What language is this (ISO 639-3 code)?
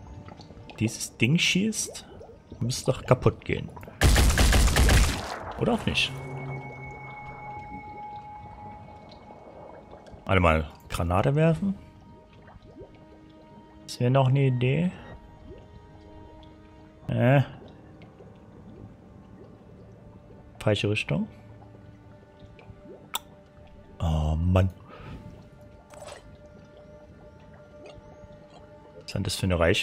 deu